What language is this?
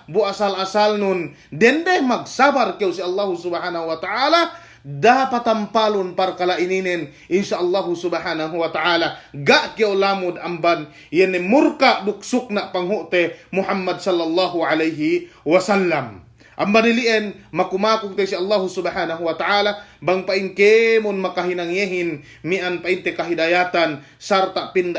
Yakan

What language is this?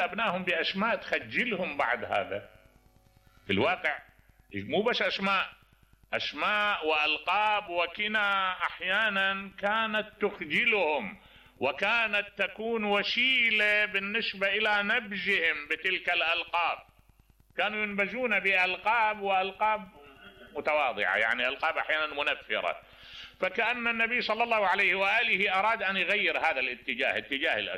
Mesopotamian Arabic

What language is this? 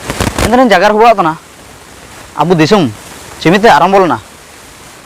Ho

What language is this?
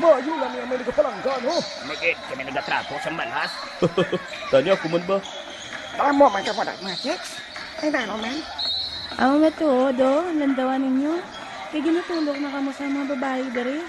Hiligaynon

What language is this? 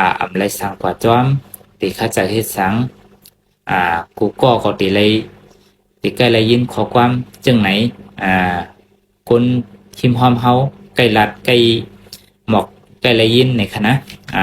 Shan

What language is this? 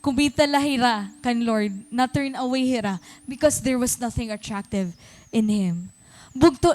Waray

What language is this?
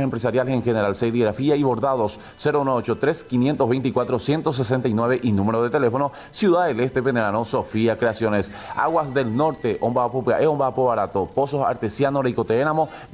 Guarani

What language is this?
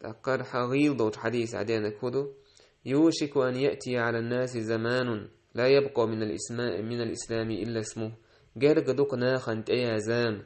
Chechen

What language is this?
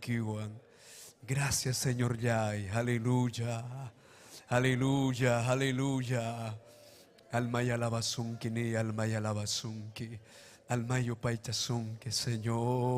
Ayacucho Quechua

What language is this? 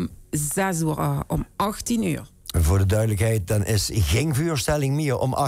Limburgish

